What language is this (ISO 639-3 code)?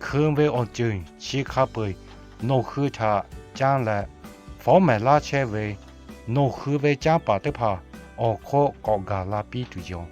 lhu